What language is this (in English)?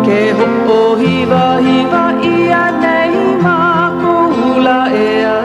Hawaiian